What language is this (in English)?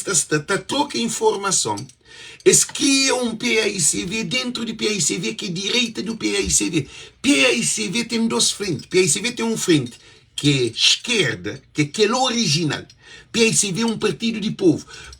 Kabuverdianu